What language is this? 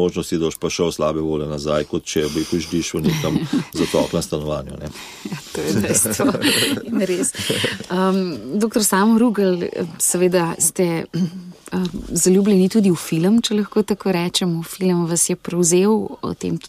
Slovenian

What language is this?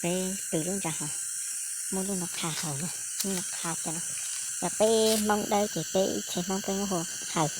Hmong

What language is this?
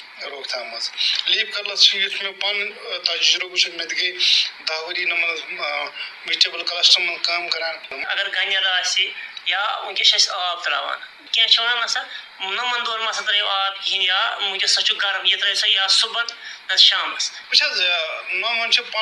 Kashmiri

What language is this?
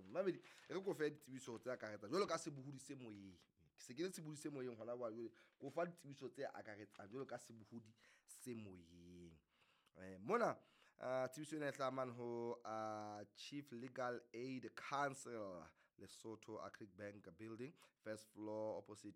Southern Sotho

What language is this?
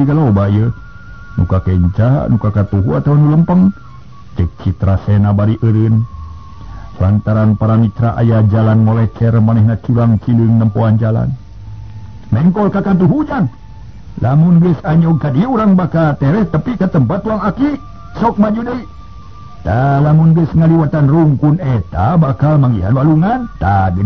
Sundanese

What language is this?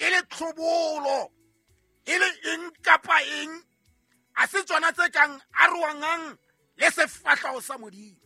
Southern Sotho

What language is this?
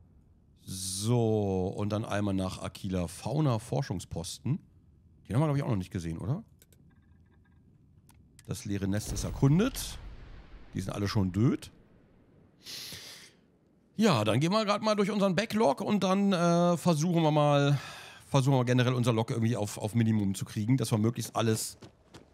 German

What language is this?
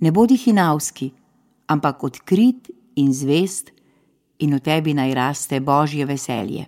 Slovenian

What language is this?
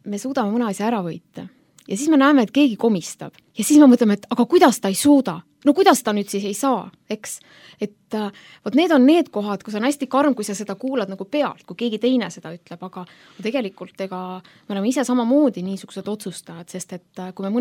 Estonian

